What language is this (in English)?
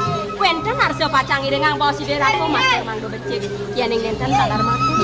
Balinese